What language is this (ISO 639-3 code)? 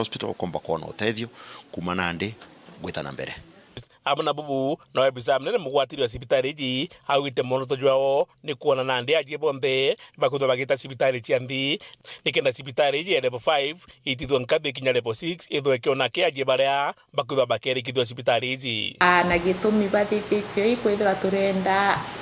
mer